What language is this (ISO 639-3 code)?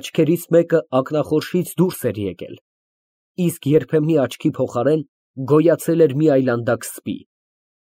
hye